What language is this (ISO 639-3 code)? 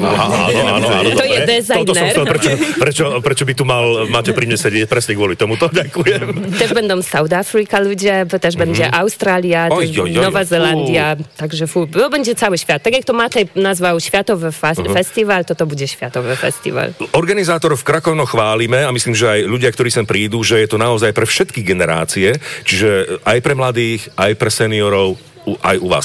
slk